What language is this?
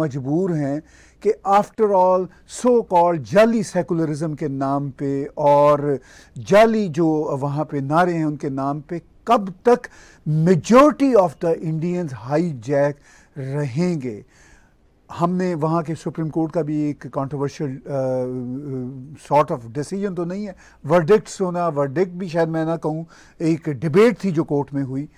Hindi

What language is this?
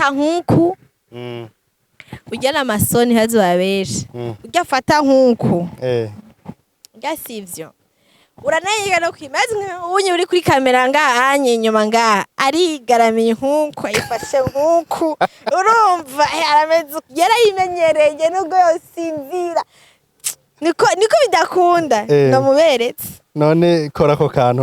Rundi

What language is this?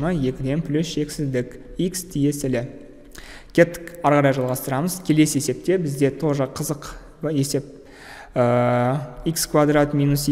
Kazakh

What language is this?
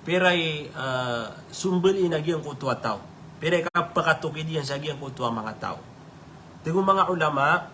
Maranao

